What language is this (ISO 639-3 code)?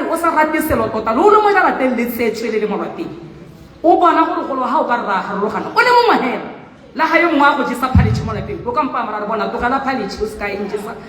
tsn